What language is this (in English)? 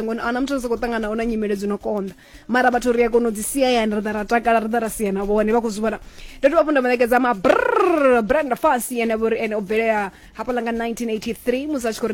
Venda